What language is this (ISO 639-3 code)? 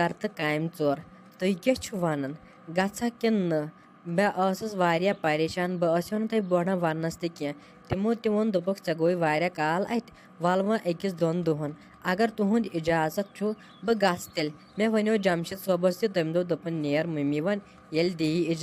kas